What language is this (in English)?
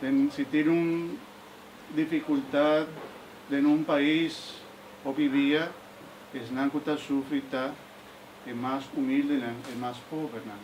Papiamento